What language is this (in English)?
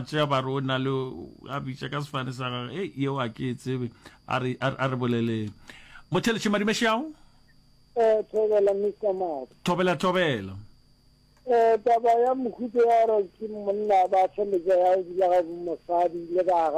Northern Sotho